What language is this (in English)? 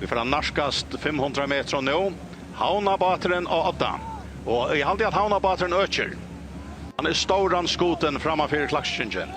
Faroese